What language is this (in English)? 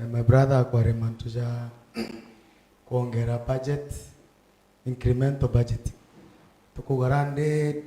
Meru